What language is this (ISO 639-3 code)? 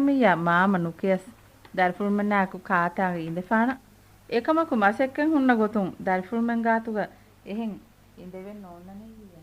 div